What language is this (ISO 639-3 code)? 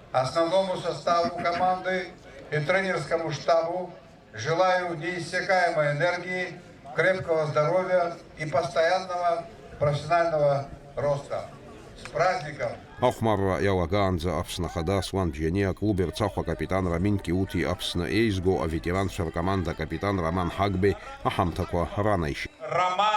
abk